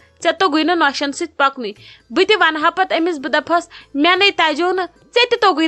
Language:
Kashmiri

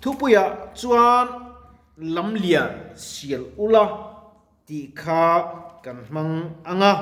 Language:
Mizo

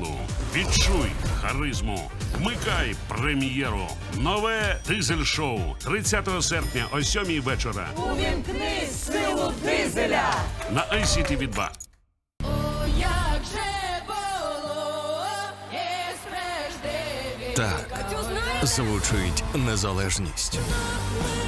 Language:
Ukrainian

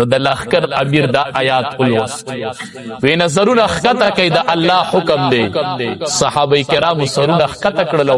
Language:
Pashto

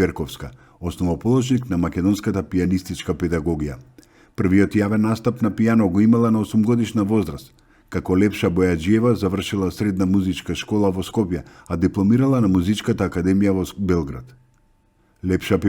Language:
Macedonian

